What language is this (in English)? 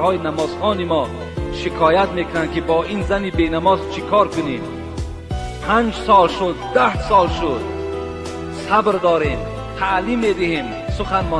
Tajik